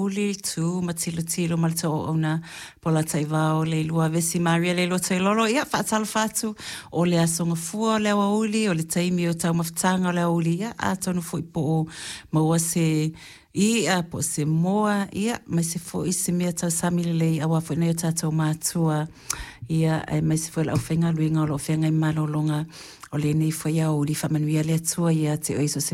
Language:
Samoan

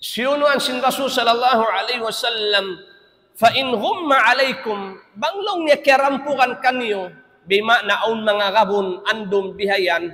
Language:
Tausug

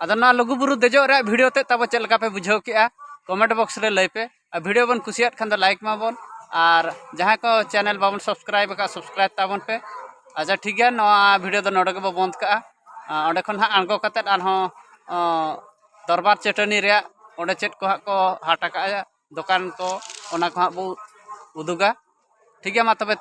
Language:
Santali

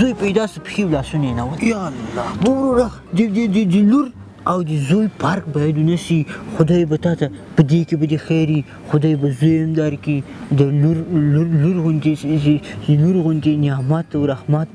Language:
Pashto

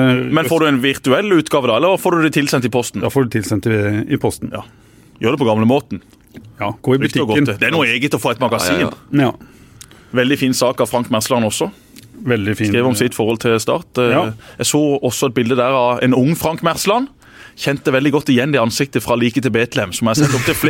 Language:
Norwegian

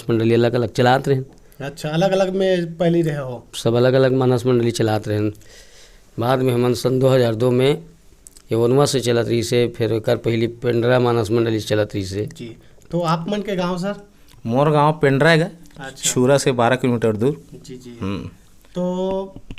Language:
Chhattisgarhi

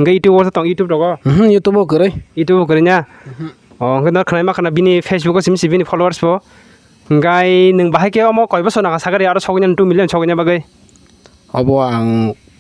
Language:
Kok Borok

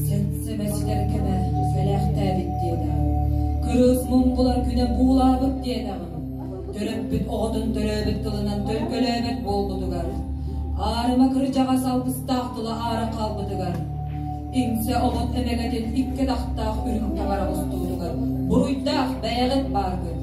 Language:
Yakut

